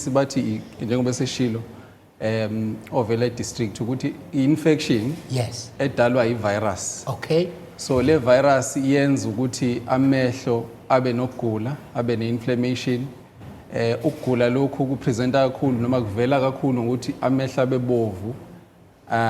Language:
Zulu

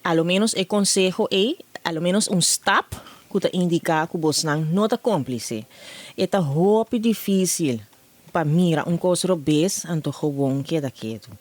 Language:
Papiamento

